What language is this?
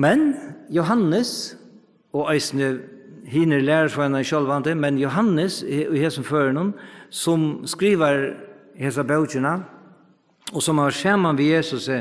Faroese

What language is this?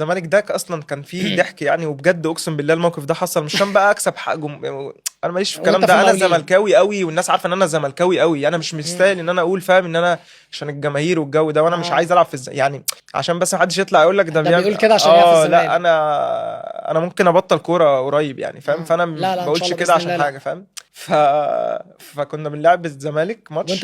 Egyptian Arabic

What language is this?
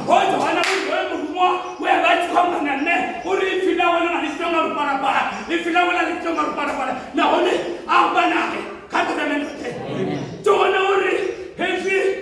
Venda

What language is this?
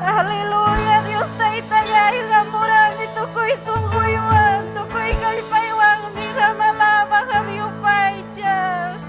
Ayacucho Quechua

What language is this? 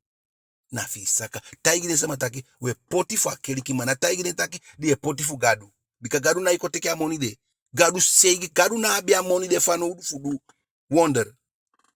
Eastern Maroon Creole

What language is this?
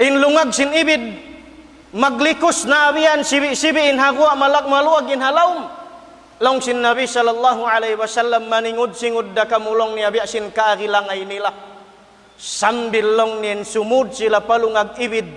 Tausug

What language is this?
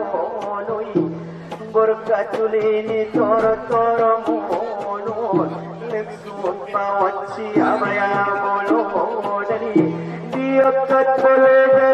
Batak Angkola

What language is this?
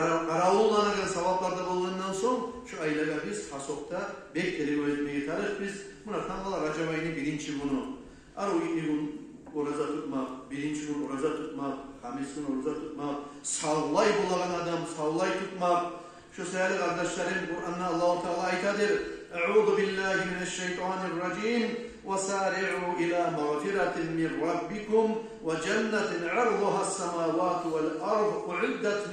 Kumyk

